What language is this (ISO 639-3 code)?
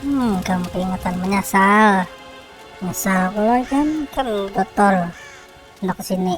bjn